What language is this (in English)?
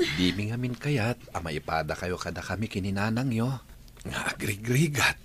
Iloko